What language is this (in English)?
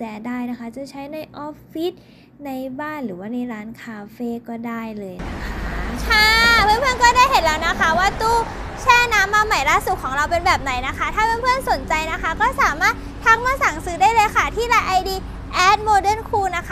Thai